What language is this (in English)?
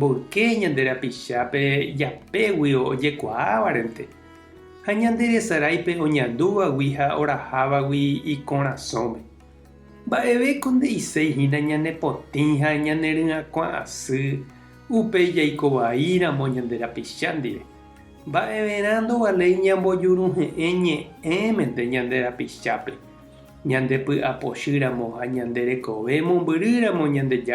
Guarani